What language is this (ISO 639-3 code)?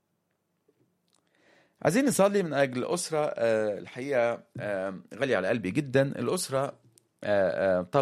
arz